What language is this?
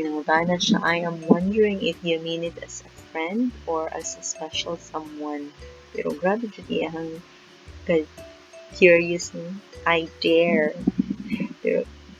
Cebuano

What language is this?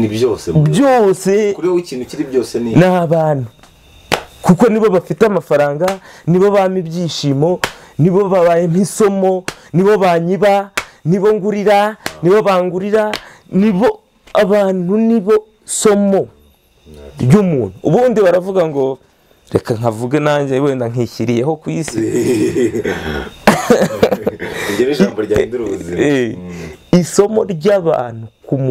Kinyarwanda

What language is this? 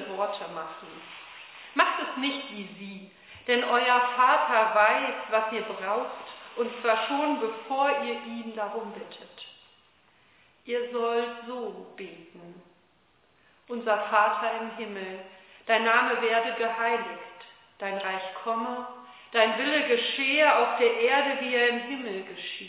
German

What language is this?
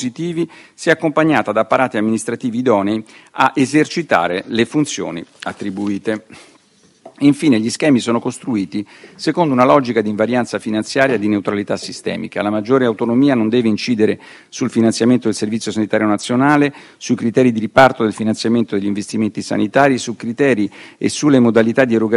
Italian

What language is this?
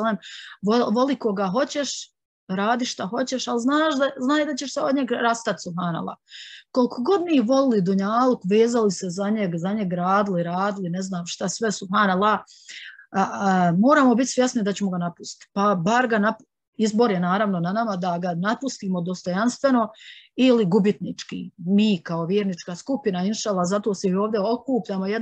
Bosnian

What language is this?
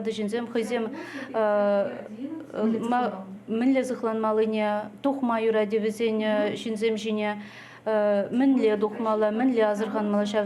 Chuvash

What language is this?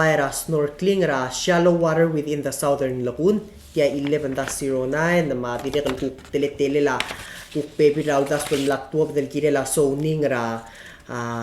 Palauan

